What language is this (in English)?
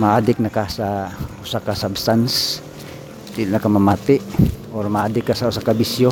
Cebuano